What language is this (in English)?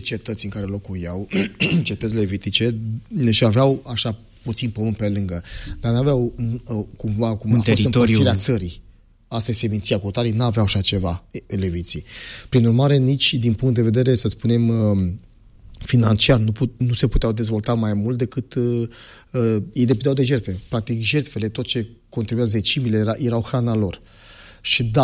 Romanian